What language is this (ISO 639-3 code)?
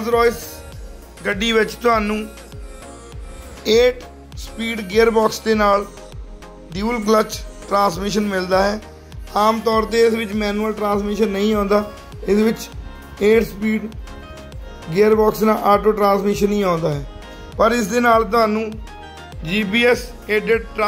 pan